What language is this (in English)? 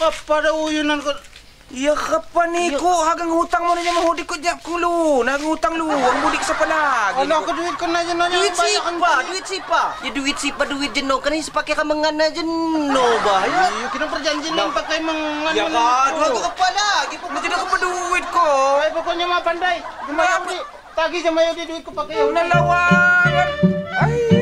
Lampung Api